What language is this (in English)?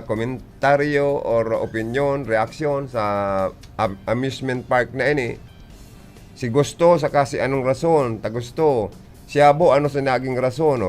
Bikol